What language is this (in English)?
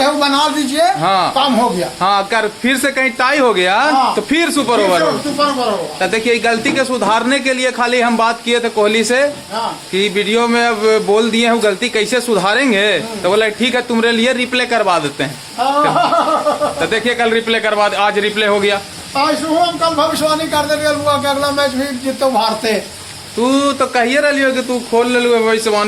Magahi